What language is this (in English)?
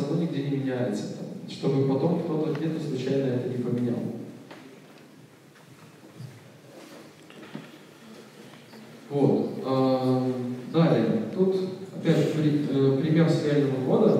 Russian